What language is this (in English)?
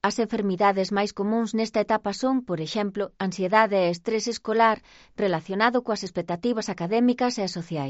Galician